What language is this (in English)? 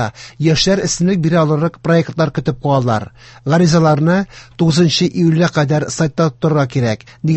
Tatar